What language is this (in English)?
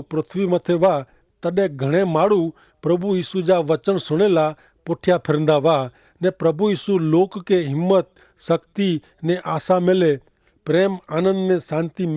Kachhi